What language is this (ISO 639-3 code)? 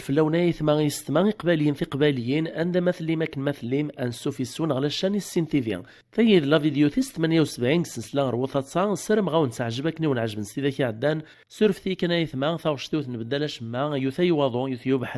kab